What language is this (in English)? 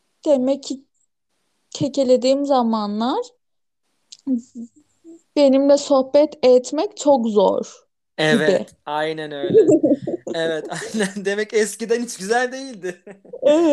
Turkish